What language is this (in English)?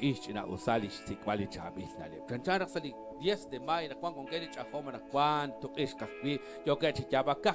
Kekchí